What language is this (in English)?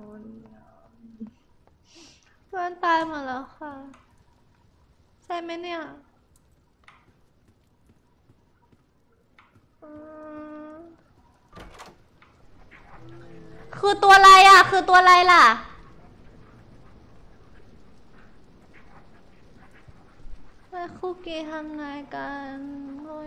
Thai